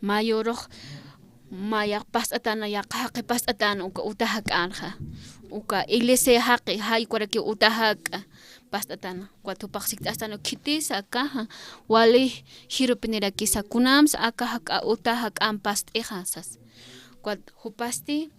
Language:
Aymara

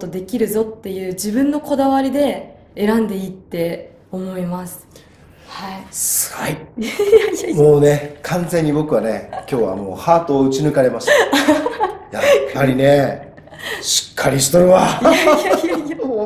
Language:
Japanese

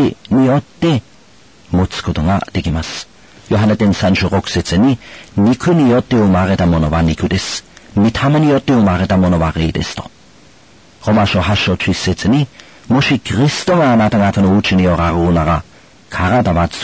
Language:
Japanese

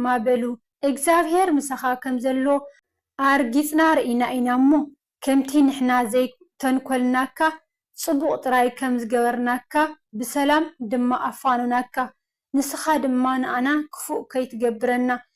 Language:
Tigrinya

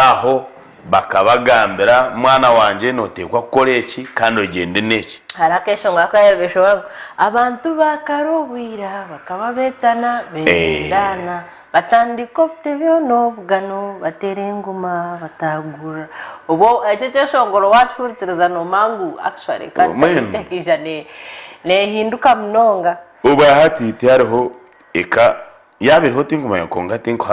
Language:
Nyankole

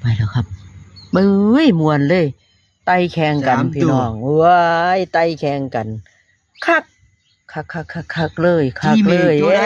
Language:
Northeastern Thai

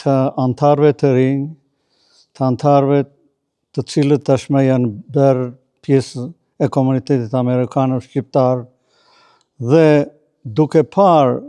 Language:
Albanian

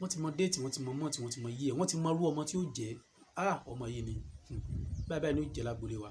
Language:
Yoruba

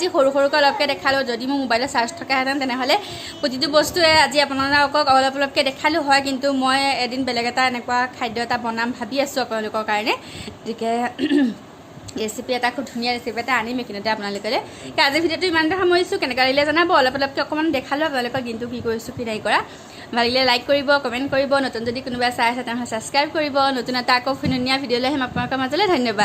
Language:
Assamese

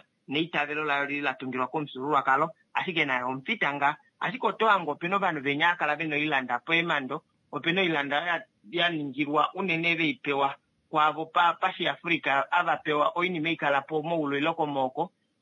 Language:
Kuanyama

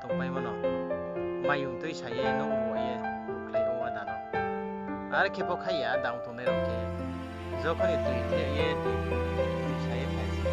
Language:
Riang (India)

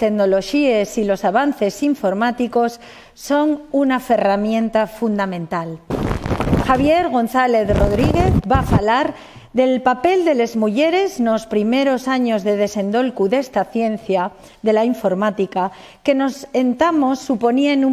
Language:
Asturian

